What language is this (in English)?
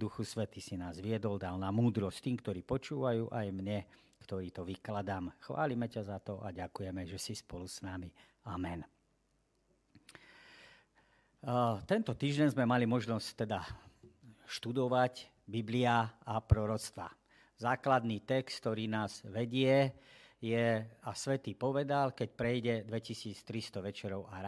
Slovak